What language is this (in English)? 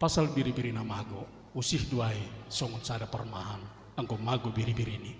Batak Simalungun